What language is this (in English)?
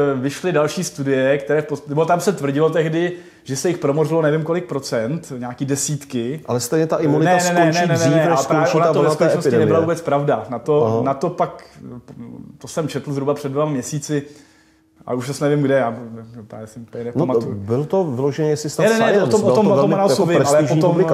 Czech